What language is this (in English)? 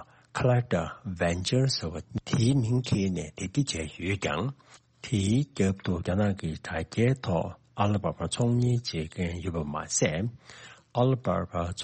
Tibetan